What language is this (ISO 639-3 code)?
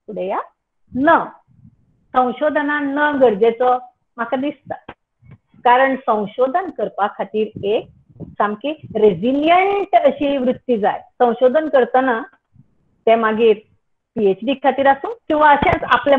kok